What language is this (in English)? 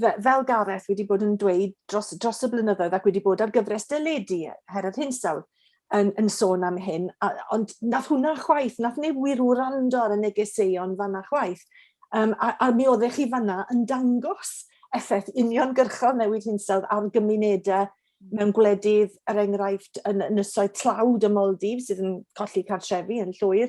Welsh